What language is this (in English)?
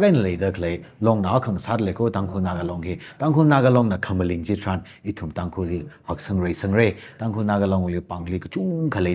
Tangkhul Naga (India)